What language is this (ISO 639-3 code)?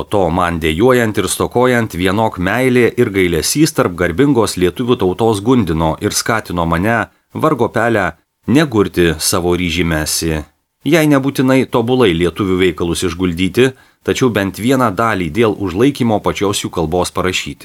lit